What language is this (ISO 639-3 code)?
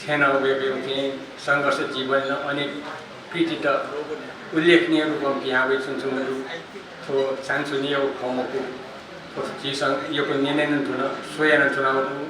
new